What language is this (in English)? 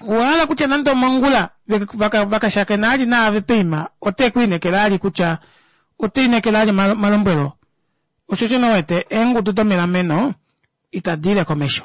Kuanyama